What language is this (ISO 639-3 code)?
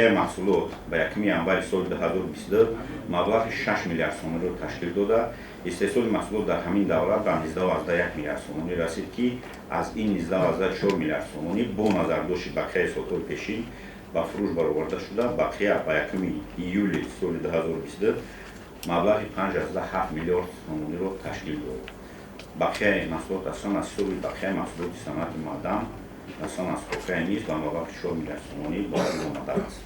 tgk